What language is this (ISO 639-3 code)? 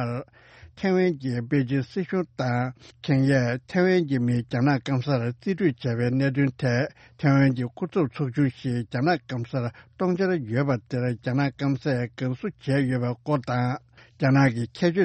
bod